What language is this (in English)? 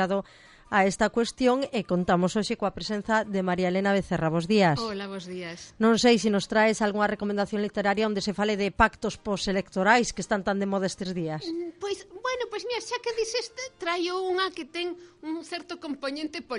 Galician